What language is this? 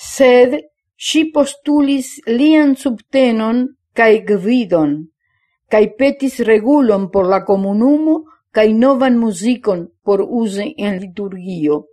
Esperanto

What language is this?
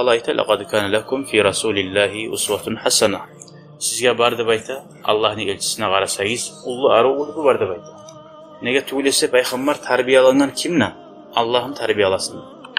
Kumyk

